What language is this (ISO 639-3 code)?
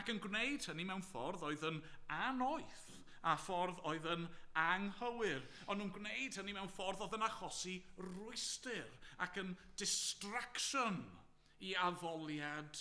cym